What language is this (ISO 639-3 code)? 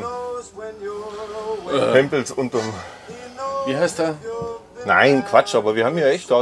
deu